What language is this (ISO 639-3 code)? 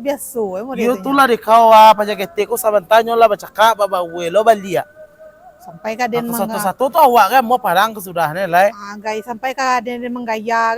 min